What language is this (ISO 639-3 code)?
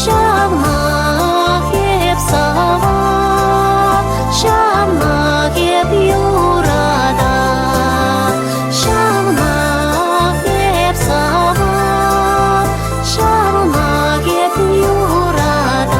chv